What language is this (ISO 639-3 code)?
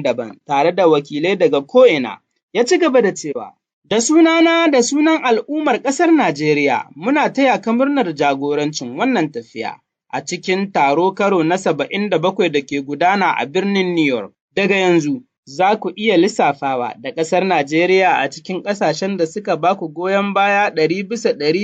hau